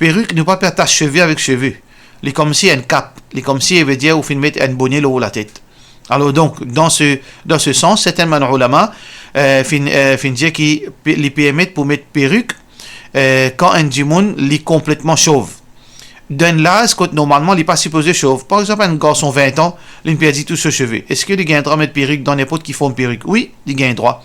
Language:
Morisyen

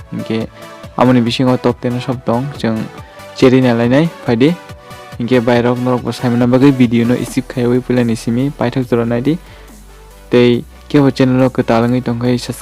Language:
Kok Borok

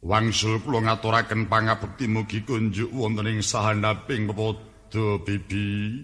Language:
Javanese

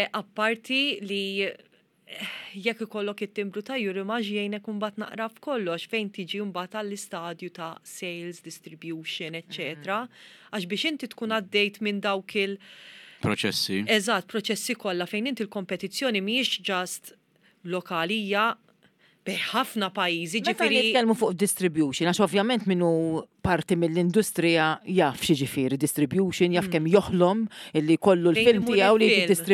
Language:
Maltese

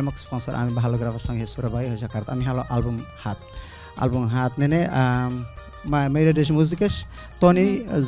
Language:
Tetum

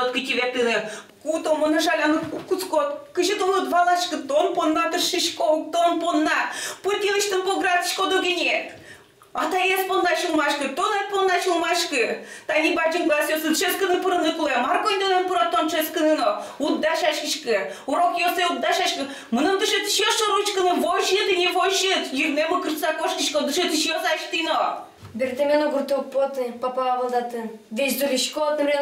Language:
Udmurt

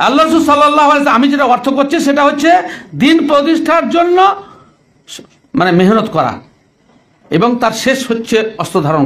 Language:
Bangla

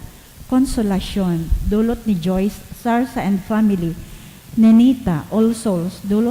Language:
Bikol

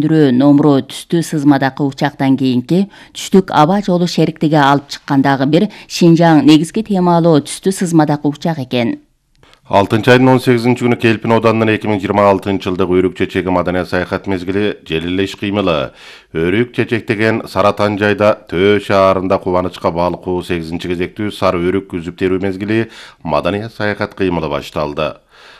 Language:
Kyrgyz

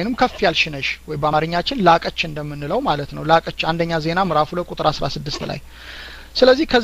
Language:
Amharic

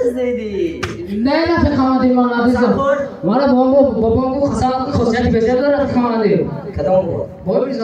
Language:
Tajik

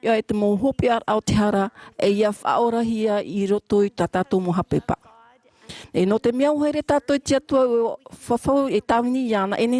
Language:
Tahitian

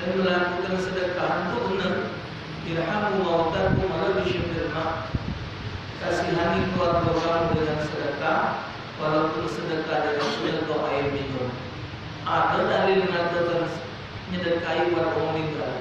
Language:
Musi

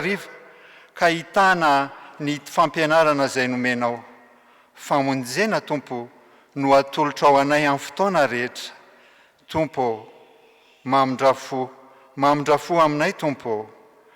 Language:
Malagasy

